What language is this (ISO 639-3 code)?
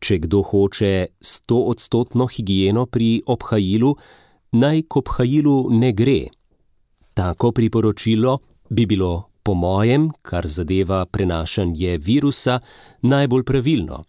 slv